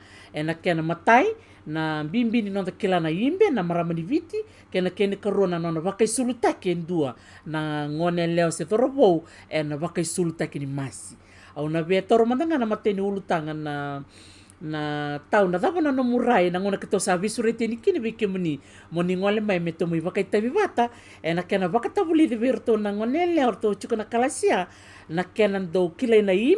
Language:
Fijian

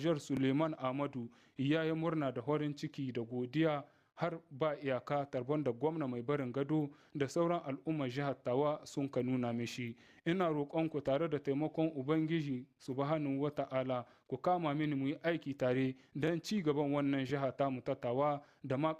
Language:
Hausa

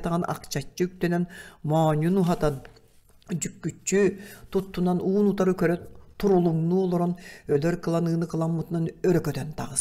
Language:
Yakut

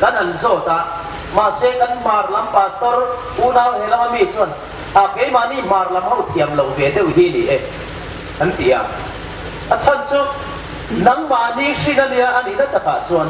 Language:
Hmar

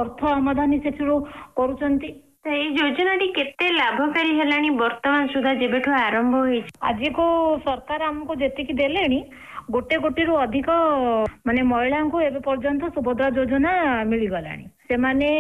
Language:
Odia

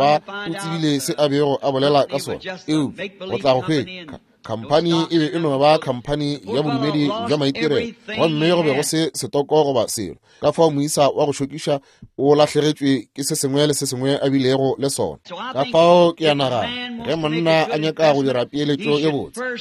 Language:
Northern Sotho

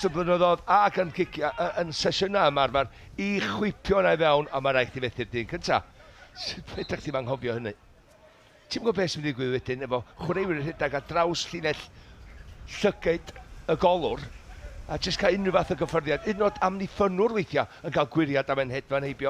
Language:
Welsh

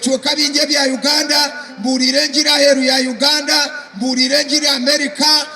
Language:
Nyankole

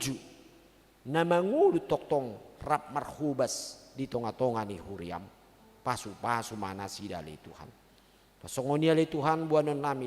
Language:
Batak Toba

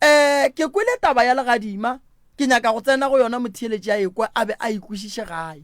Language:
Northern Sotho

